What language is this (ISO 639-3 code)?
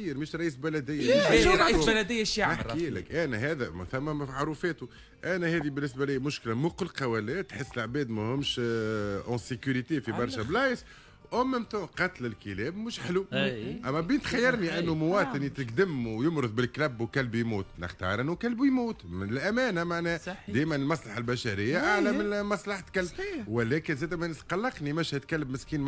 aeb